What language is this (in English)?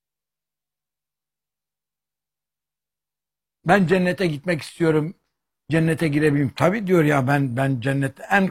Turkish